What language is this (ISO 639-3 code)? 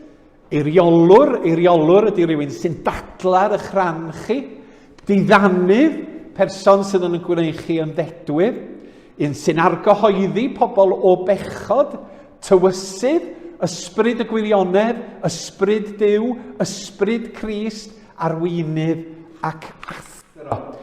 cym